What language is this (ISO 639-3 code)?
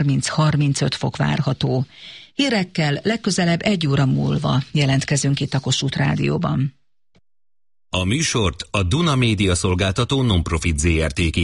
hun